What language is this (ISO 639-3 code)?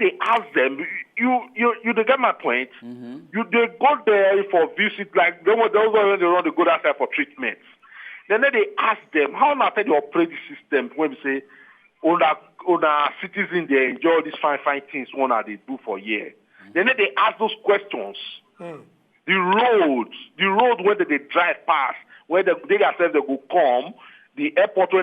pcm